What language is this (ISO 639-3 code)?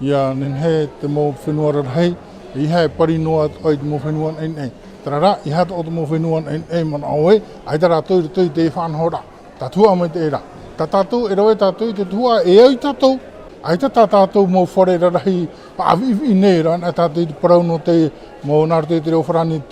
tah